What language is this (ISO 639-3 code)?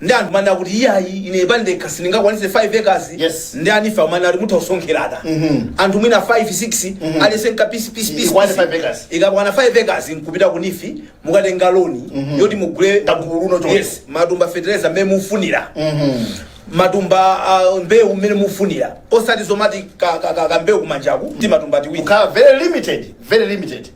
nya